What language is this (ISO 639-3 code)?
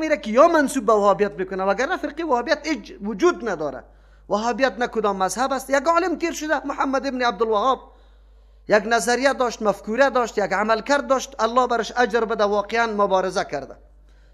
fas